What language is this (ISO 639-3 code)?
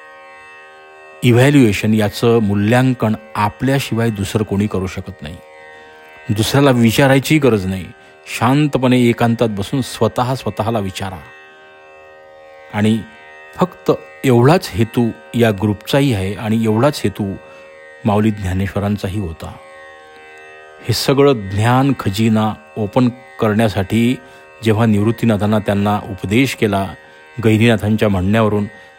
mar